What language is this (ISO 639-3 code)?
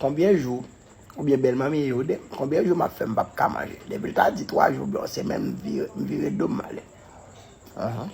hat